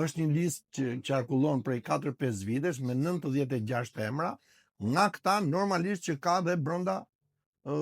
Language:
Albanian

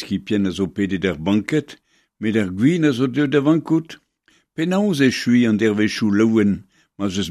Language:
Breton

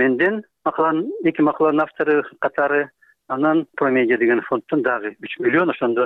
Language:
Kyrgyz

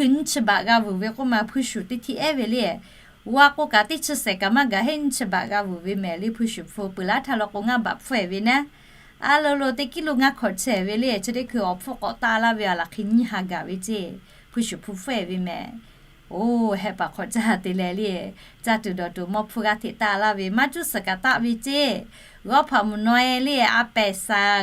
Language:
Lahu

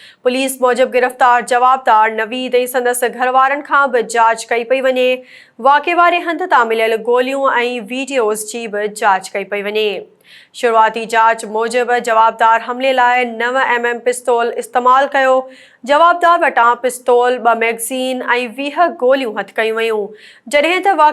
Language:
Sindhi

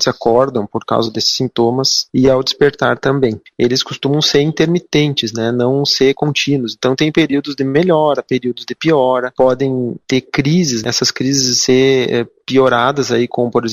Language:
Portuguese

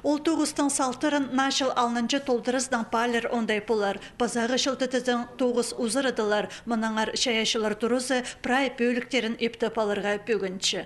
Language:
Khakas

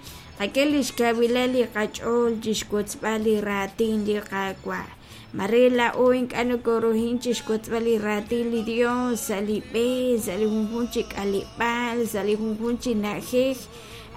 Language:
Kekchí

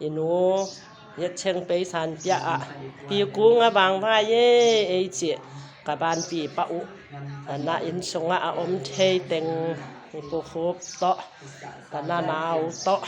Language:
Tedim Chin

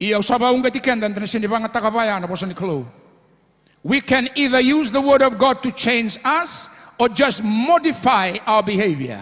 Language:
Fijian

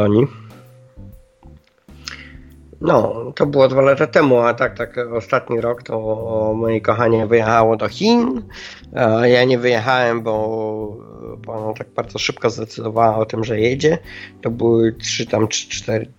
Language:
Polish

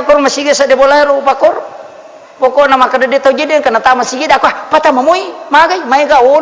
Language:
Buginese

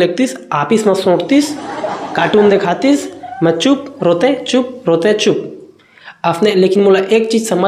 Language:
Chhattisgarhi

